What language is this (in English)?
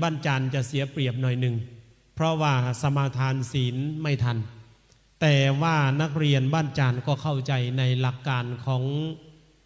Northeastern Thai